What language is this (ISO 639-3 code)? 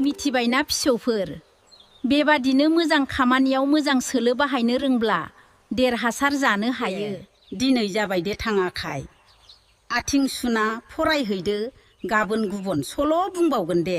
brx